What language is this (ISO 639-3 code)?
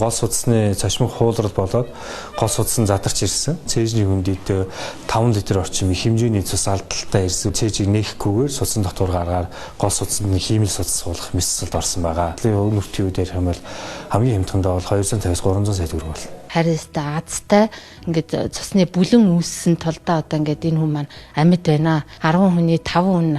mon